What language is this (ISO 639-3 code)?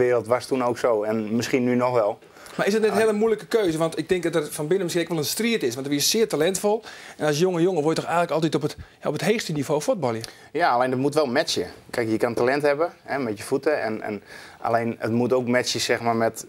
fry